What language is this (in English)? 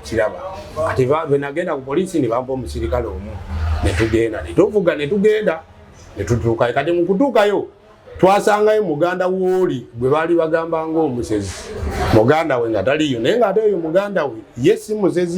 Ganda